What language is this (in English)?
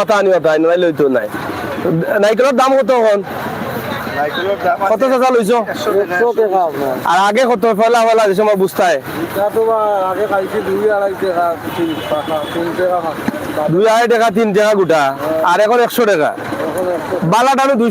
Sylheti